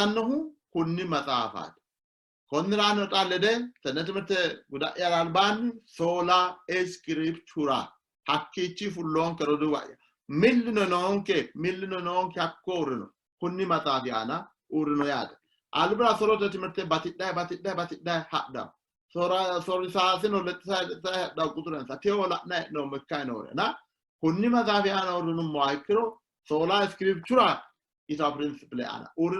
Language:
Sidamo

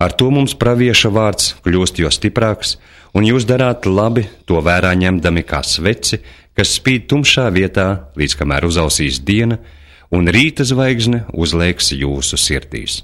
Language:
Latvian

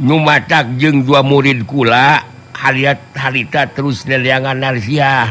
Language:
Sundanese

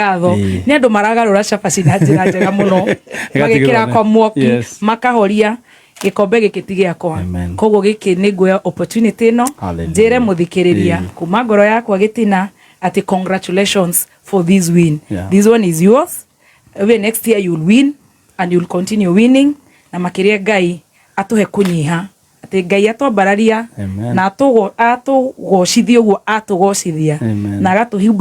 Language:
Kikuyu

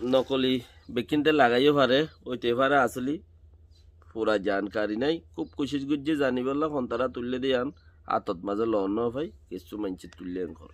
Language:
Rohingya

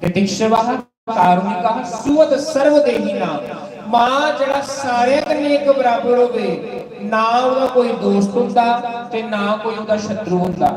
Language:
Dogri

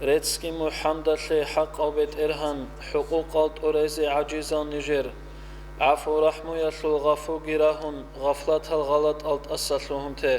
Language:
Avaric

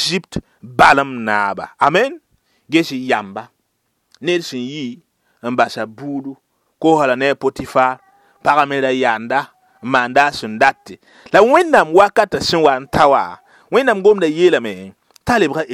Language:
Mossi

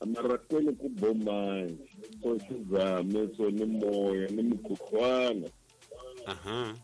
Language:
Tsonga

